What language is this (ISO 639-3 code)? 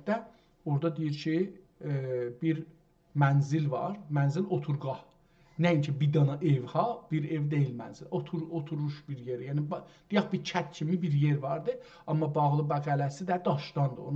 azb